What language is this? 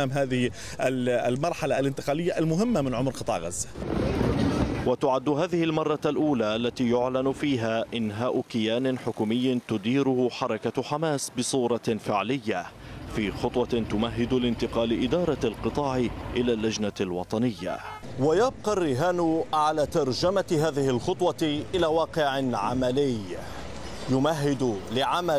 Arabic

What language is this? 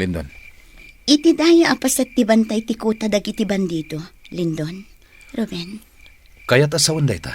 Iloko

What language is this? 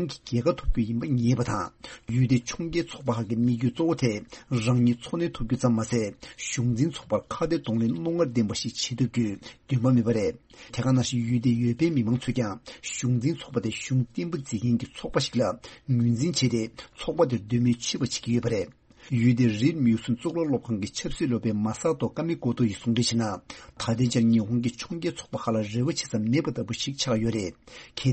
Tibetan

